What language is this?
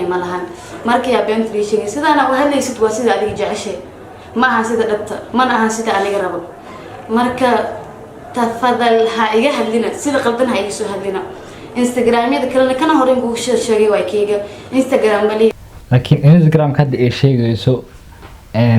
Somali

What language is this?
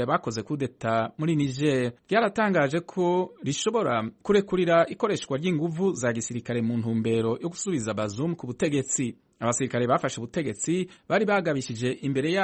Kinyarwanda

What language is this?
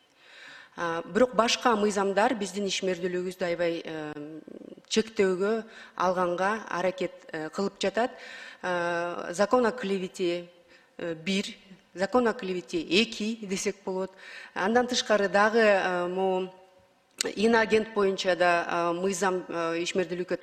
Kyrgyz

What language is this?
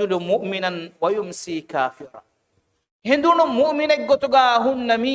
Divehi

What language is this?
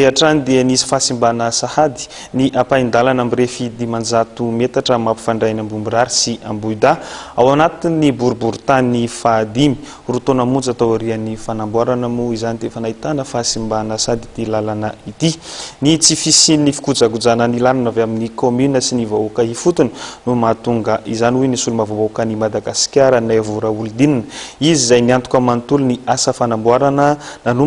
Malagasy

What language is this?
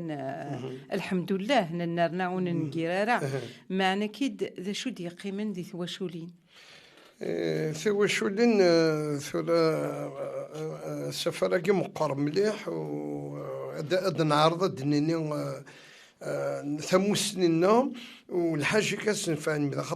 Kabyle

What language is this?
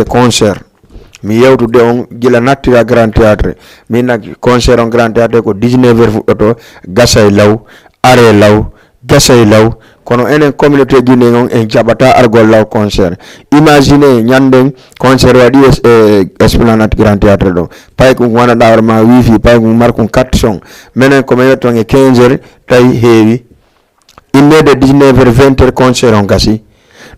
Fula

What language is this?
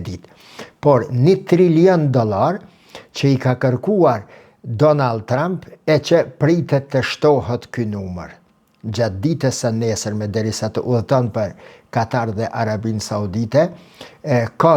Albanian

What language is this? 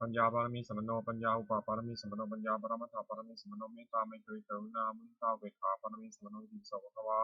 Pali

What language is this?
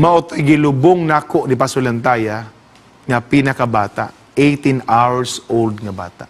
Cebuano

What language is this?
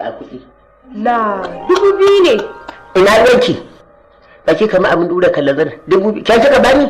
Hausa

